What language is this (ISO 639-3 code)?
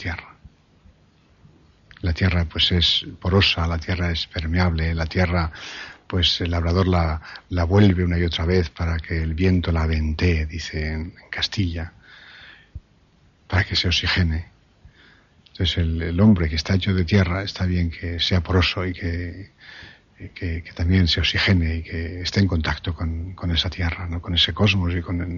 spa